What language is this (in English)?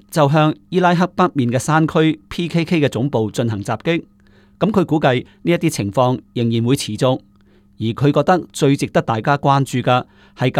Cantonese